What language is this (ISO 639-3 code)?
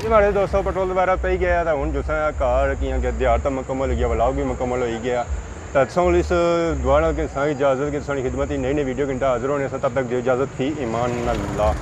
phr